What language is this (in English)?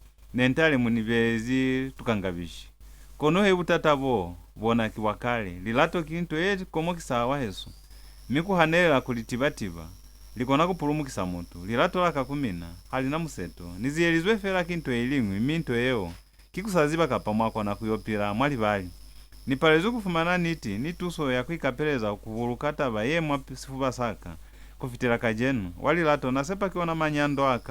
Lozi